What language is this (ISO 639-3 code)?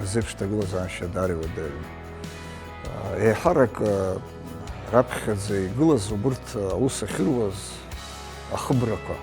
abk